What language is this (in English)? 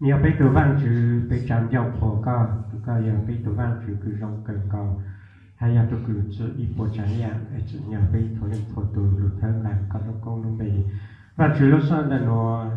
Hmong